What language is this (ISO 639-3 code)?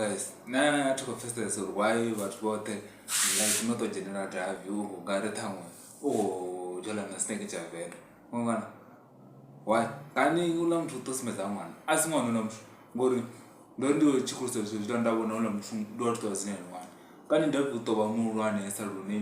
ven